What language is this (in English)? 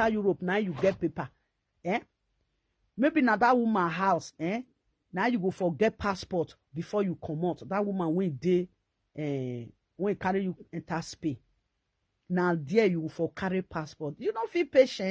Nigerian Pidgin